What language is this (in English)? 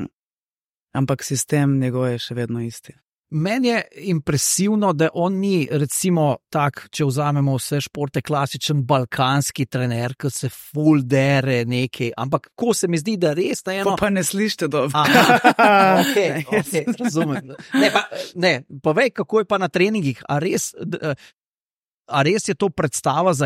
Slovenian